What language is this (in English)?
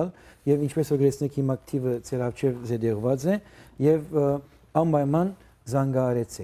Western Armenian